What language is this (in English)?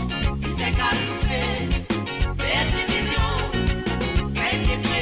Morisyen